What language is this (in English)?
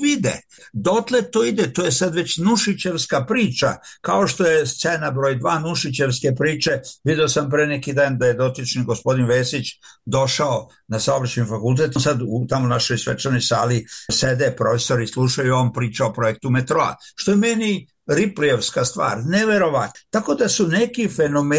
Serbian